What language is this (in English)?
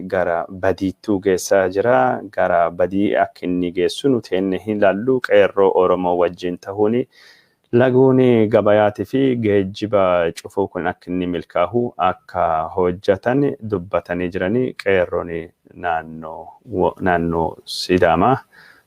Oromo